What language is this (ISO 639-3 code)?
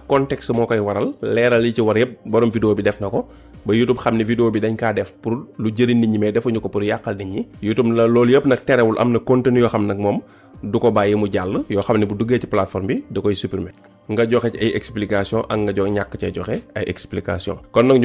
wol